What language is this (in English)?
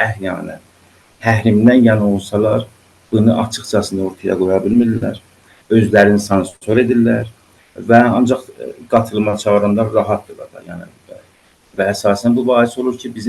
South Azerbaijani